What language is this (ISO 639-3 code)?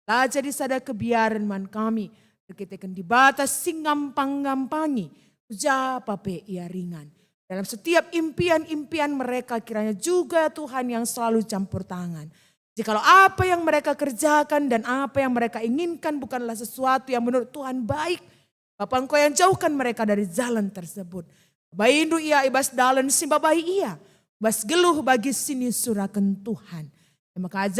btx